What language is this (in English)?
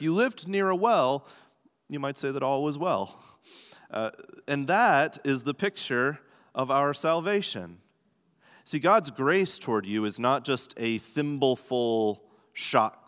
English